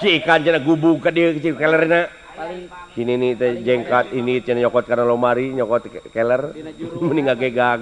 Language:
Sundanese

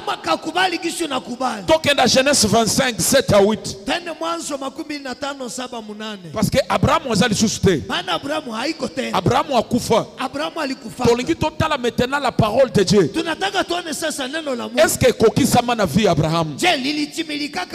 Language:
Swahili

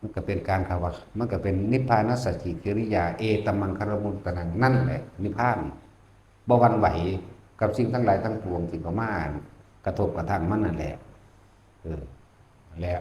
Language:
Northeastern Thai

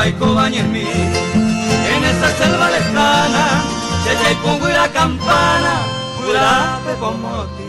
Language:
Guarani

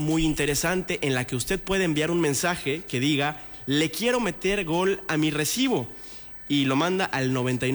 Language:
Spanish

